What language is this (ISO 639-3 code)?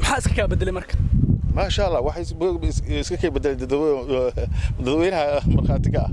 som